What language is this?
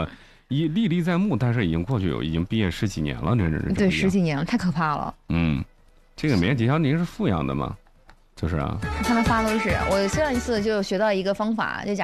Chinese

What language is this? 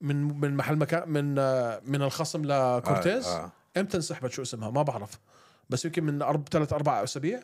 North Levantine Arabic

